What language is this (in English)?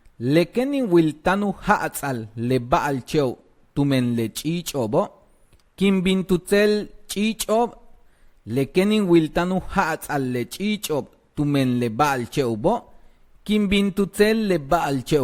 Yucateco